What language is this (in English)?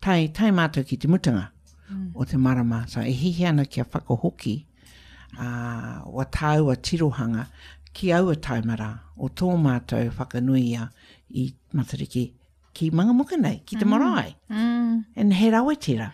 Māori